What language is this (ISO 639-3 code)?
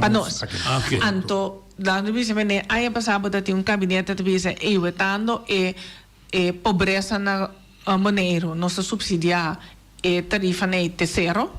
pap